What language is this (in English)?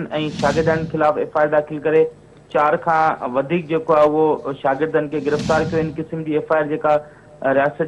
Sindhi